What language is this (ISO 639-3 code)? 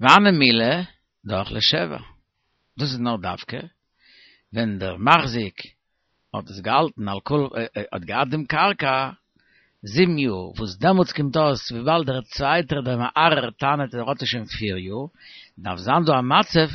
yid